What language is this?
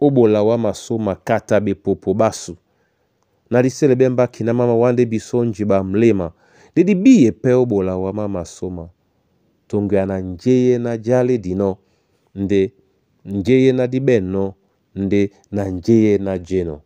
Duala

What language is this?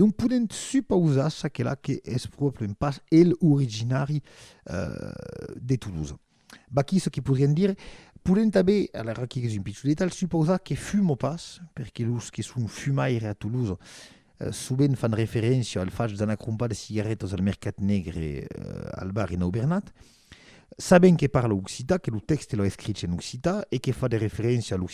Occitan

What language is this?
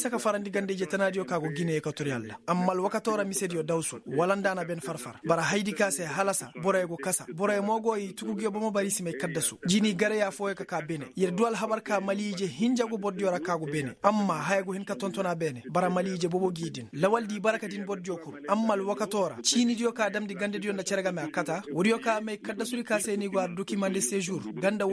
Koyraboro Senni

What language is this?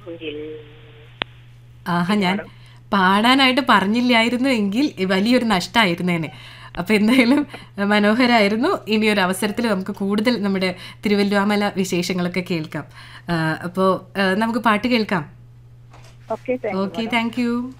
Malayalam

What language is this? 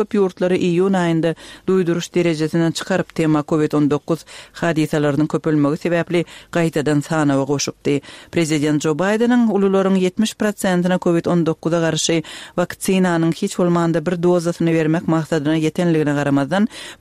Turkmen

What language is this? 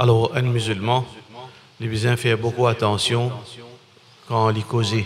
Morisyen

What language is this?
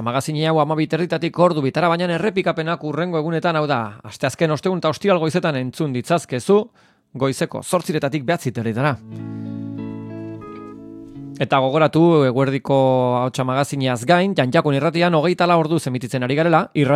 Basque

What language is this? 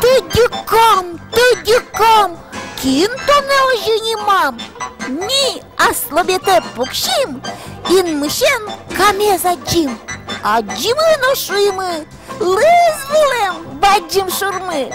Udmurt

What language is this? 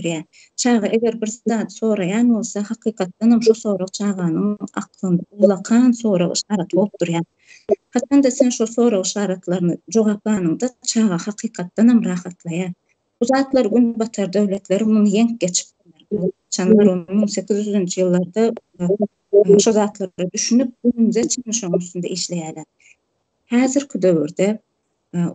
Turkmen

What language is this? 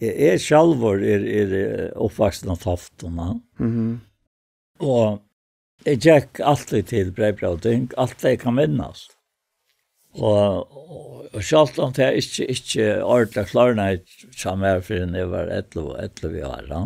Faroese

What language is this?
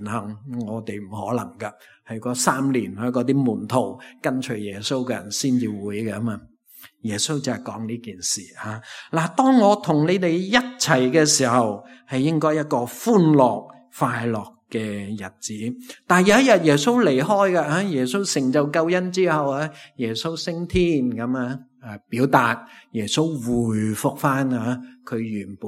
Cantonese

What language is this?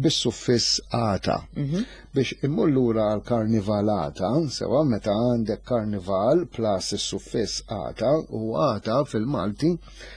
Maltese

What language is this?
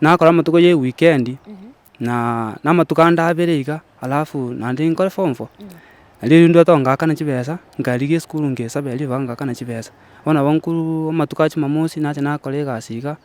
Gusii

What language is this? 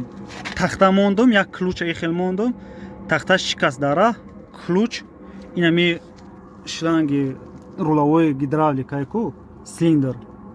Tajik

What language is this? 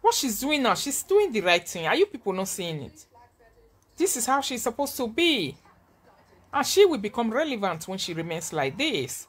Nigerian Pidgin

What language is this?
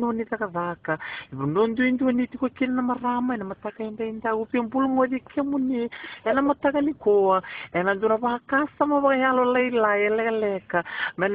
Fijian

